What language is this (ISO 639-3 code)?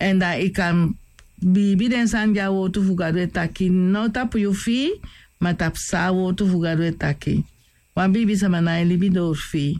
srn